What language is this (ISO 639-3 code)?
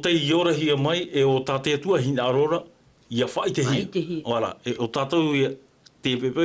tah